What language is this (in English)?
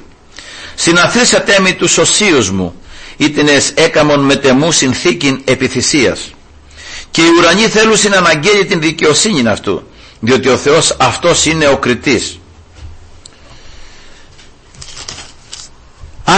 Greek